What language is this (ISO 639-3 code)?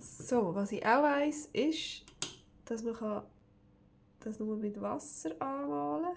gsw